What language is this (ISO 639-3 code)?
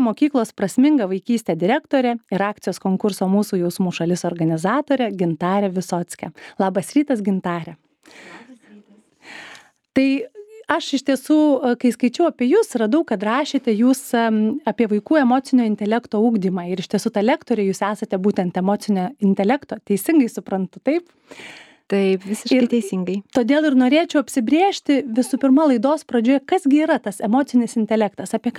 lit